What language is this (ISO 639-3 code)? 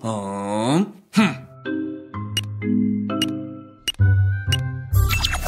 ind